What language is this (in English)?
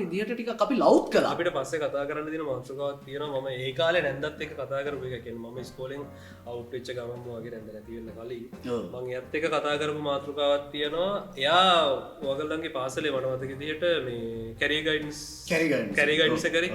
Sinhala